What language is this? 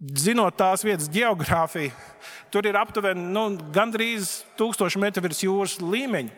Latvian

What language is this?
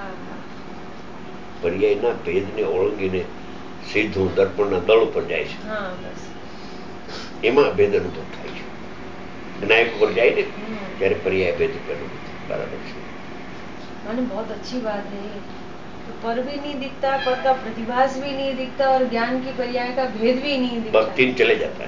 Gujarati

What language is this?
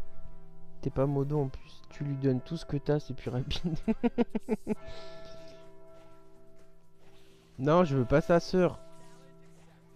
French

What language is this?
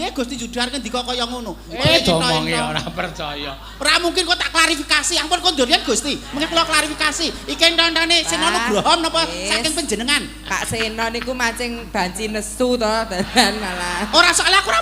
Javanese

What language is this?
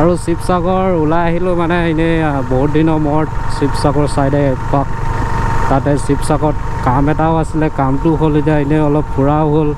Assamese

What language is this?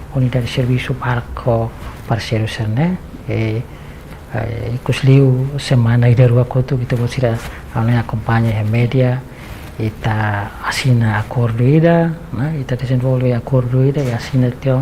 Tetum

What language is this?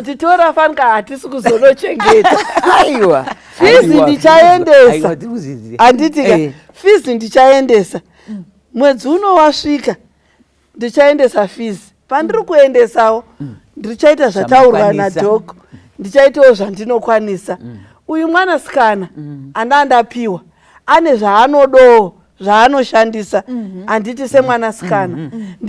Shona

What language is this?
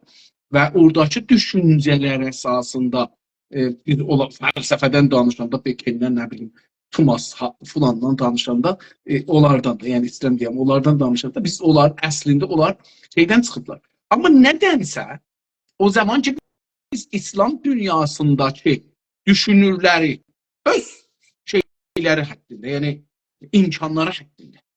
South Azerbaijani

